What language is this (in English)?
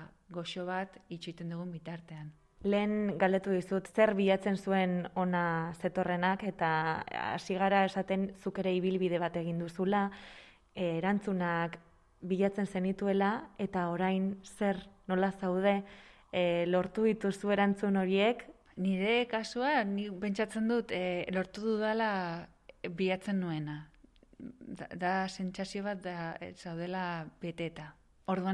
Basque